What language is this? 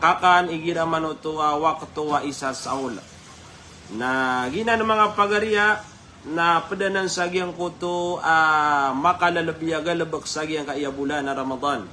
Maranao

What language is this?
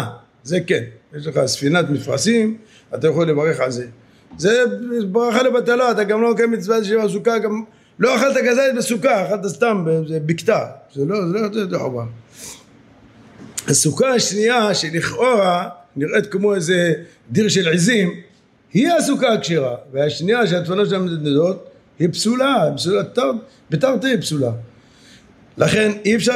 Hebrew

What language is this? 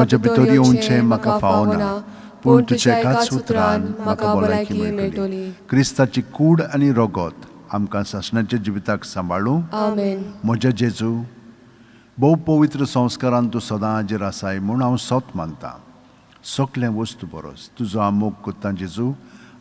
Konkani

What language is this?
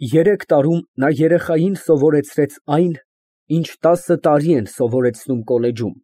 Armenian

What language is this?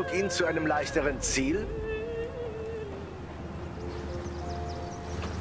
German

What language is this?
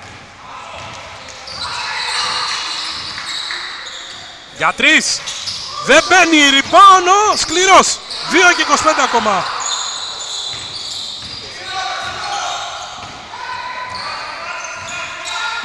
Greek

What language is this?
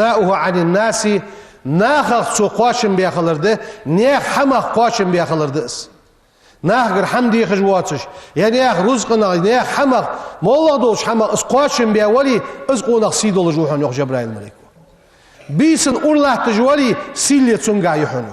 Ingush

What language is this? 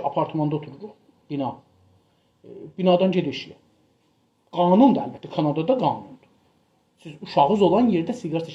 South Azerbaijani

